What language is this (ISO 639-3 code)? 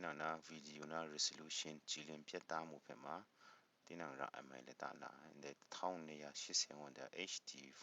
kac